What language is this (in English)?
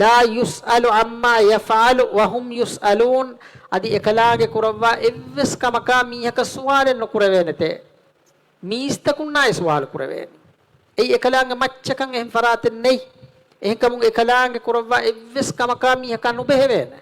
Divehi